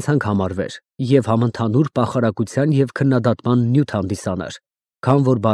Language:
Armenian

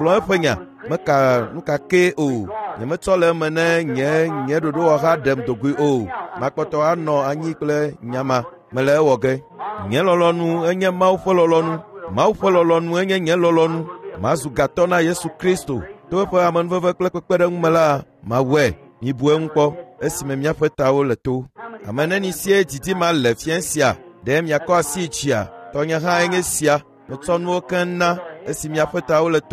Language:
Ewe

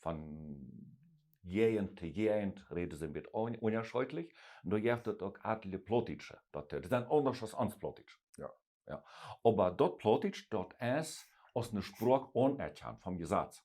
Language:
Plautdietsch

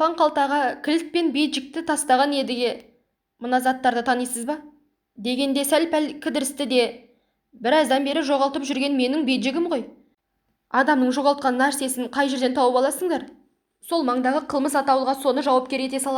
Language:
Kazakh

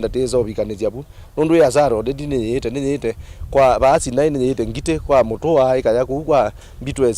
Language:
Kamba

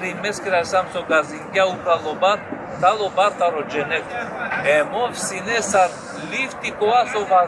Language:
Balkan Romani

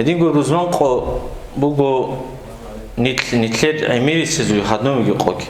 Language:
Avaric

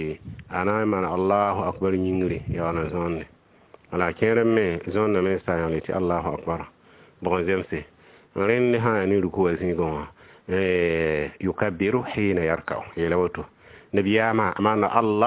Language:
Mossi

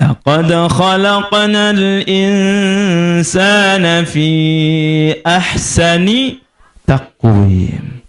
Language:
Sasak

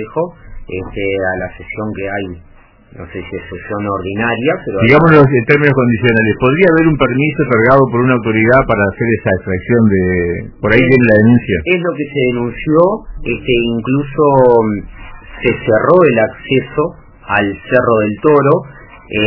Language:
Spanish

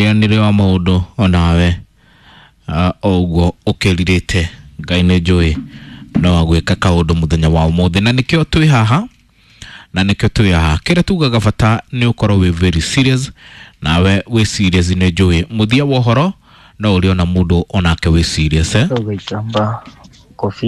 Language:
Kikuyu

